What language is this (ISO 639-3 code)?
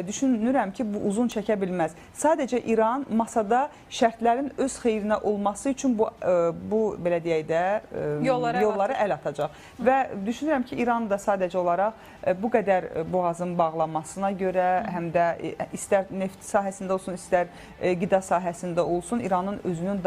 aze